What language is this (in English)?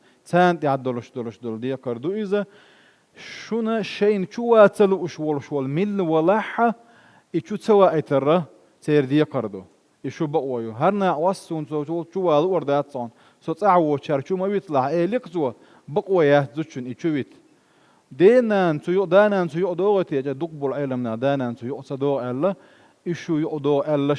Chechen